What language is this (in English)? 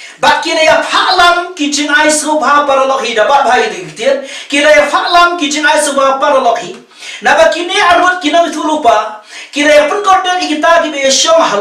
Khasi